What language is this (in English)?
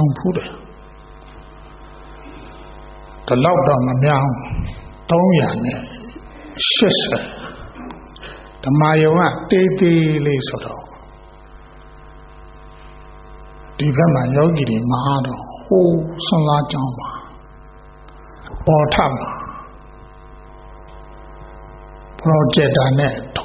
Burmese